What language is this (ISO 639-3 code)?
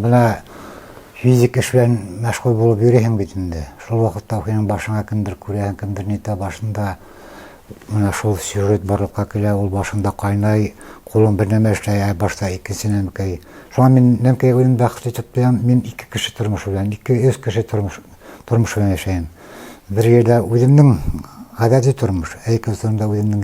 bak